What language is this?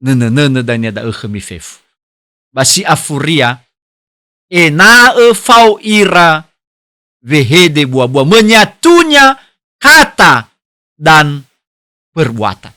Nias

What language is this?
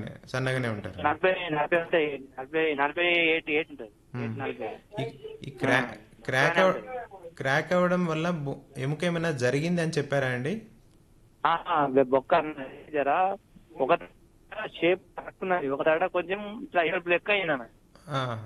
Telugu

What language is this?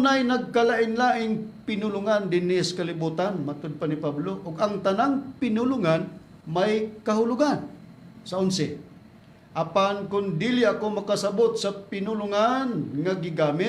Cebuano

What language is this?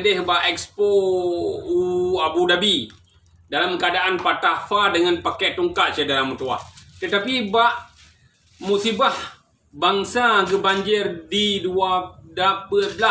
Achinese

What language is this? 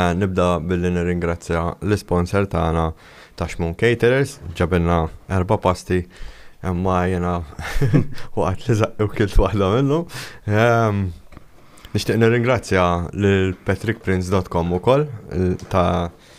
Maltese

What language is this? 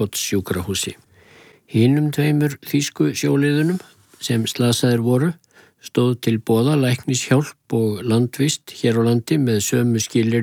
Icelandic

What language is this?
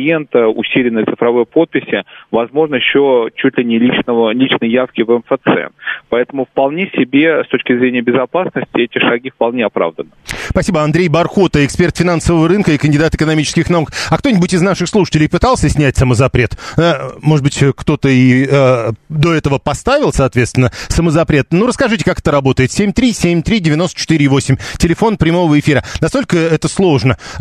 Russian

